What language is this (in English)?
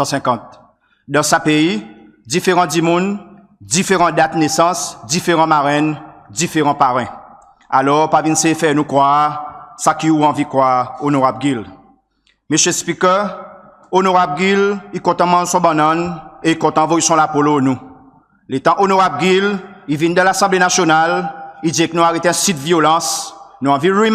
Seselwa Creole French